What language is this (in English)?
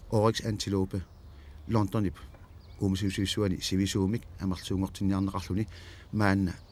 Kalaallisut